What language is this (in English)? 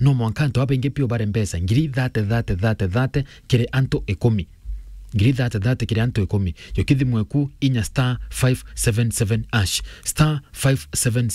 Meru